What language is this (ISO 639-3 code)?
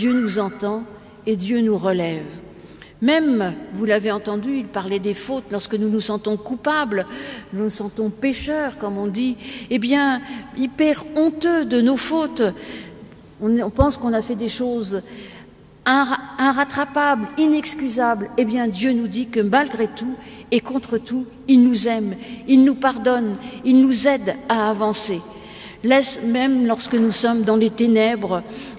fra